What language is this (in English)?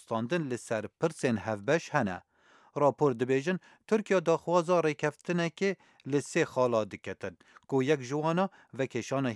Kurdish